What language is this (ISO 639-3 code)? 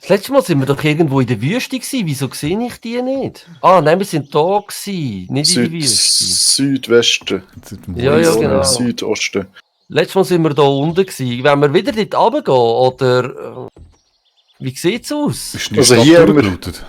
gsw